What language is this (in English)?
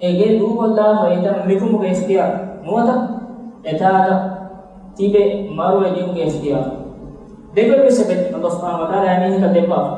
Divehi